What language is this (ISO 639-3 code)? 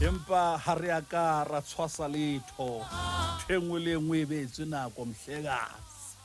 sot